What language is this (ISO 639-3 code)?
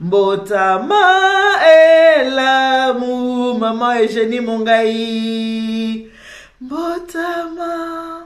lin